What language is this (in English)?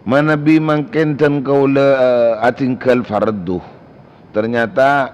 Madurese